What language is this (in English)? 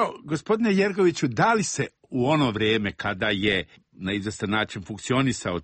Serbian